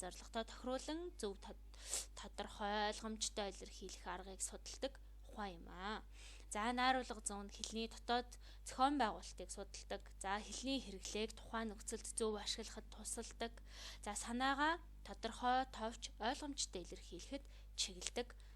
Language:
Mongolian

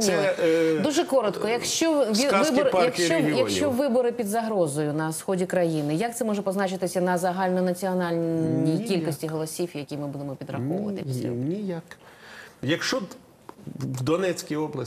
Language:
Ukrainian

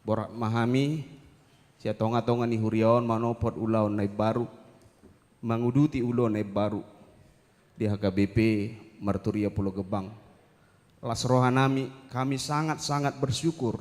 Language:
Batak Toba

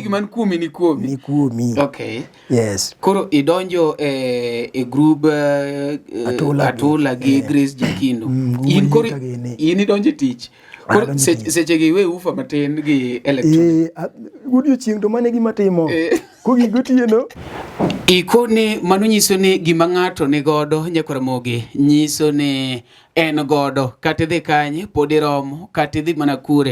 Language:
Luo (Kenya and Tanzania)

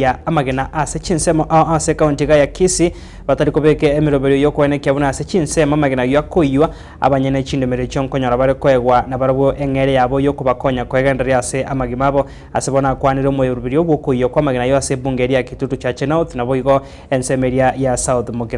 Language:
Gusii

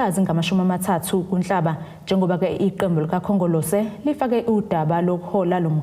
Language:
Zulu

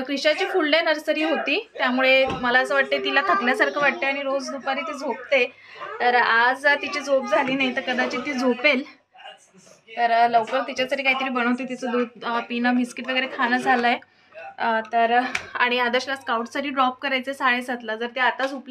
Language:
Marathi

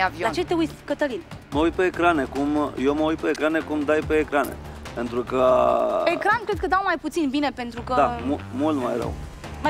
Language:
Romanian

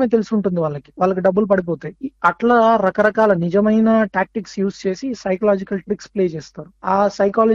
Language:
Telugu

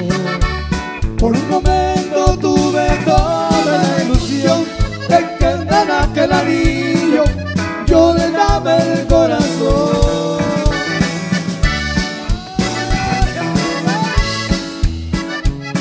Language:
Spanish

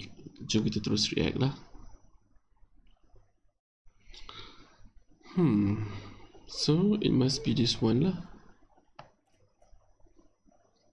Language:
Malay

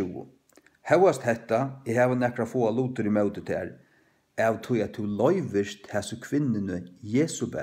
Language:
Faroese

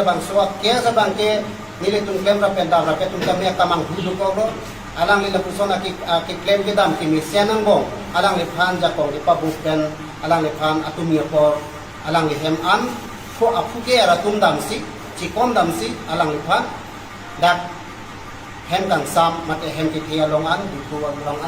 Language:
Karbi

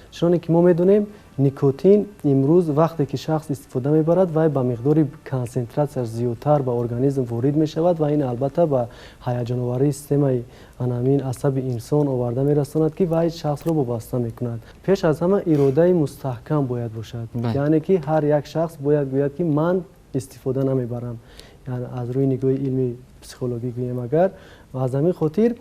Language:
Tajik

